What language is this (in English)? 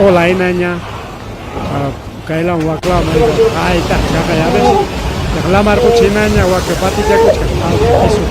Ayacucho Quechua